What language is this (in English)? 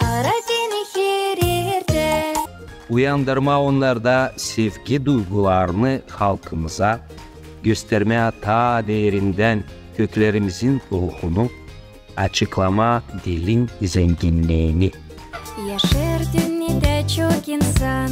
Gagauz